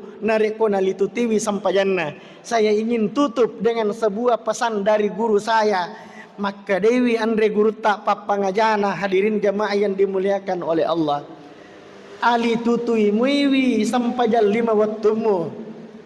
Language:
Buginese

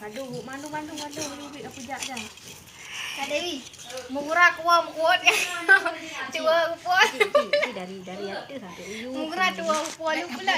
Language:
Achinese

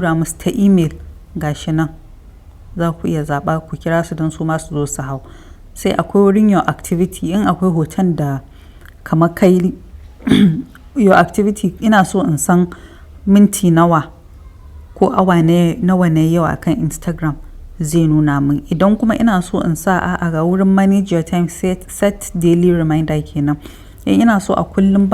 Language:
Hausa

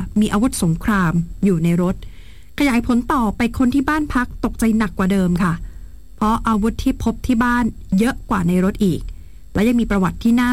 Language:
Thai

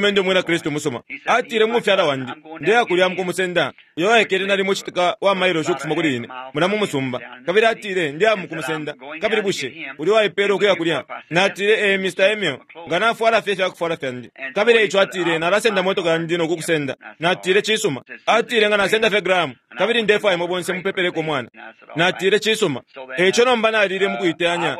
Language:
Bemba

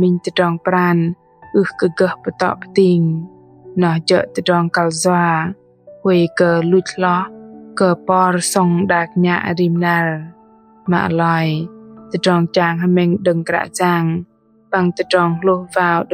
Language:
Bahnar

